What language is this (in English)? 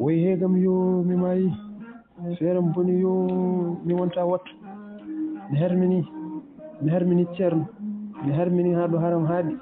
Fula